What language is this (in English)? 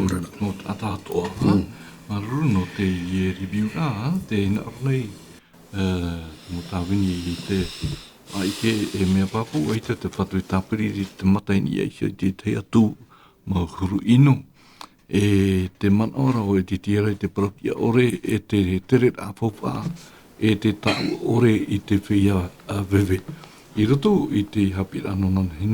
Tahitian